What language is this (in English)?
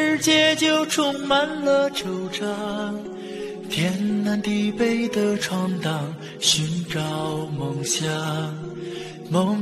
Chinese